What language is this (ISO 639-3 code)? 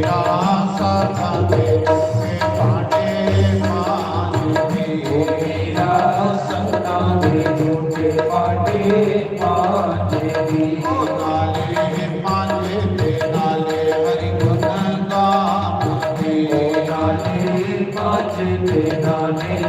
doi